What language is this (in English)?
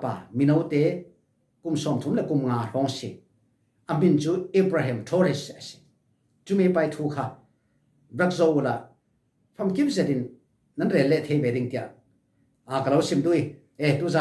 Falam Chin